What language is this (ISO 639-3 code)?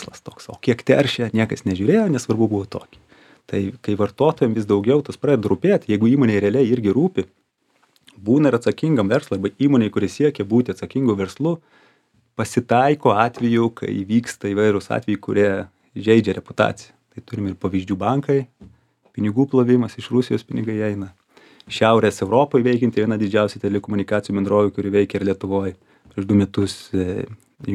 lit